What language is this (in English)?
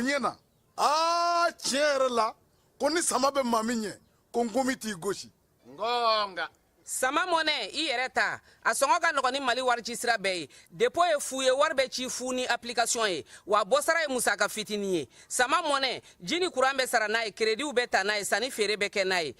Bambara